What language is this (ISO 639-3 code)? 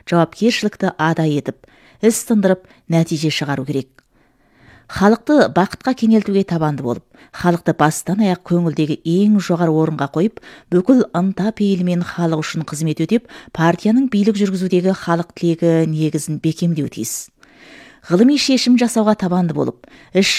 kaz